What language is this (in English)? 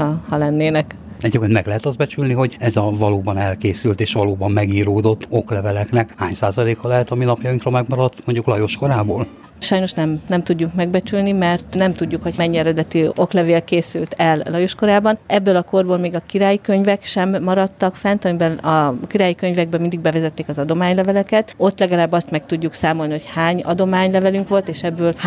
Hungarian